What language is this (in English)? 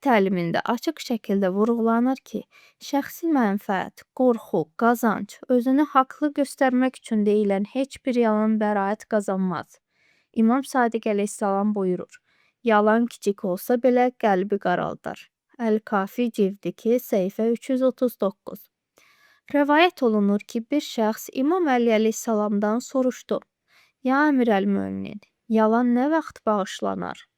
Azerbaijani